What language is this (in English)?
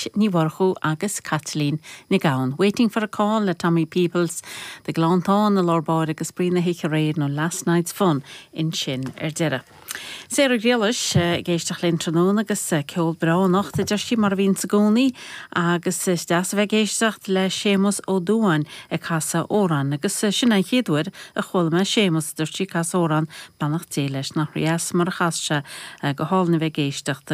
Irish